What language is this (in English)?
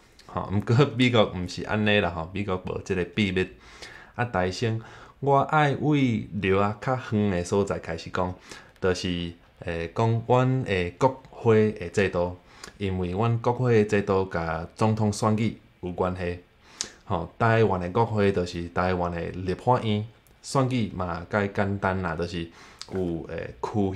Min Nan Chinese